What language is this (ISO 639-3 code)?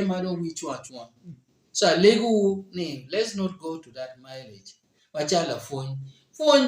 ach